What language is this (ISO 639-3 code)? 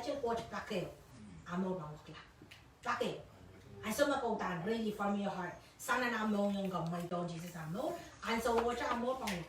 pon